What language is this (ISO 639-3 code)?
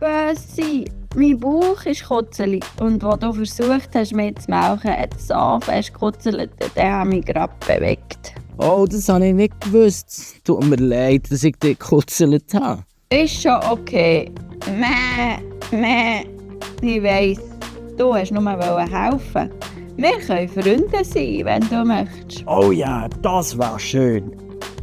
gsw